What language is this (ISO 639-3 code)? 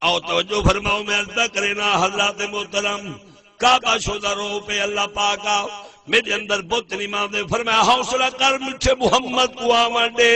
skr